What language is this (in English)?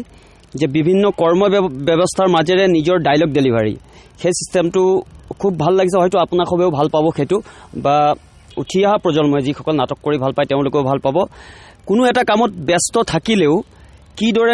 Assamese